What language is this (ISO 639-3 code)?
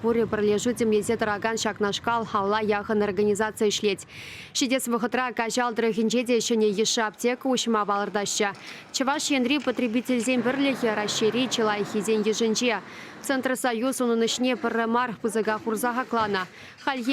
chv